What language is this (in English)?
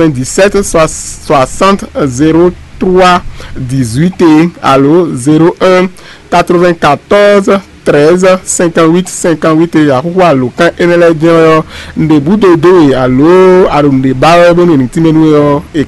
Fon